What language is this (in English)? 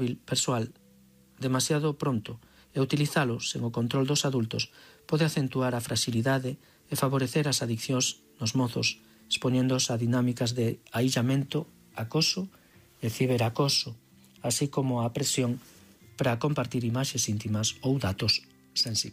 Galician